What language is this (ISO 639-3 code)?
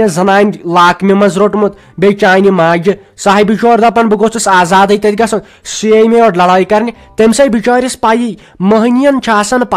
kas